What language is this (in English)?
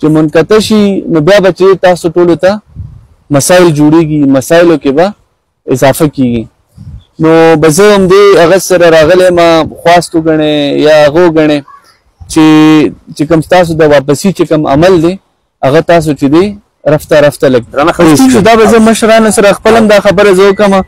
Pashto